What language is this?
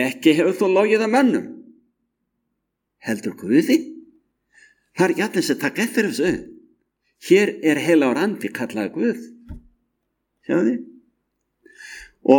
Icelandic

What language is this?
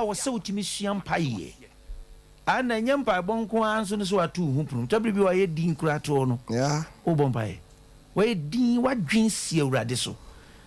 Akan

